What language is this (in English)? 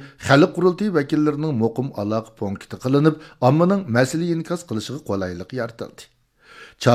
Uyghur